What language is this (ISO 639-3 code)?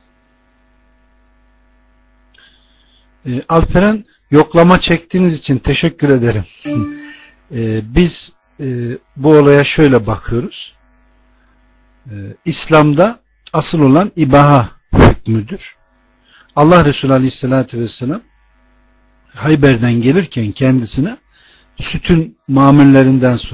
tur